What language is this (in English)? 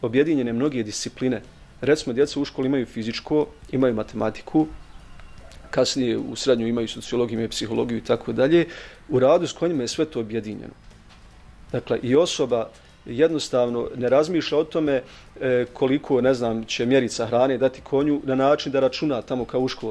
Bosnian